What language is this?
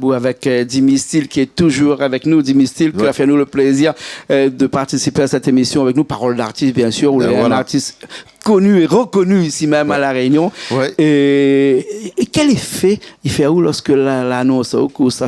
Réunion Creole French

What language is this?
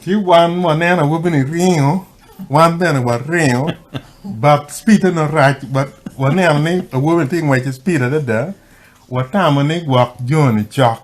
Acoli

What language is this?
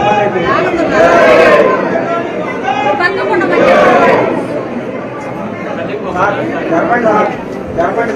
Telugu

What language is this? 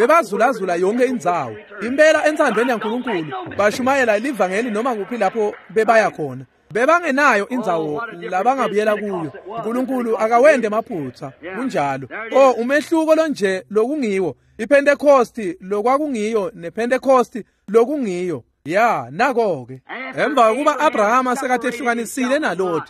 Swati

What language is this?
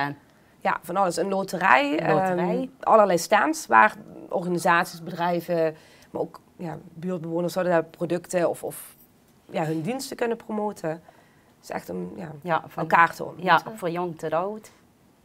Limburgish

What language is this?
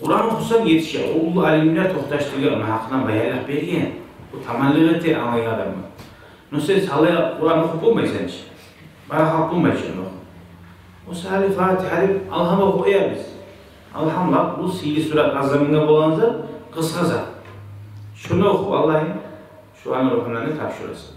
Kumyk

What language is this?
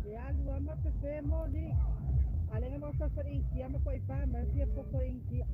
Samoan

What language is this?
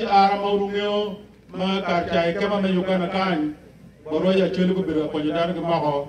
Acoli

